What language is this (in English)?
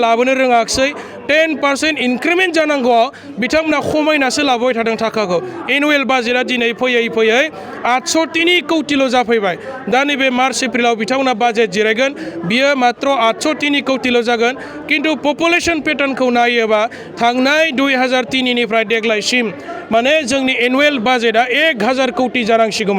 Bodo